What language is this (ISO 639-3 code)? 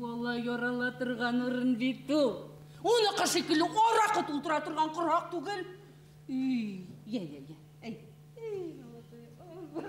bak